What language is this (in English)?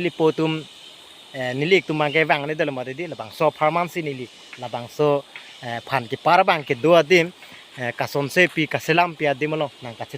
Karbi